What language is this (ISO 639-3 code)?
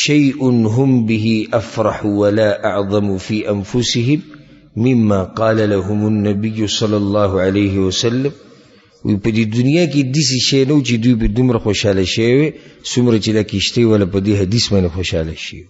pus